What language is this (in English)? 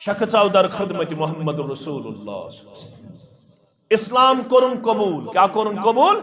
Kashmiri